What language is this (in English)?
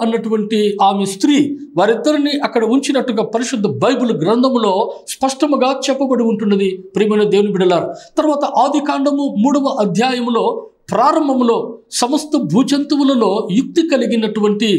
Telugu